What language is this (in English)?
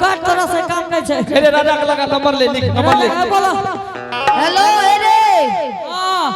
Angika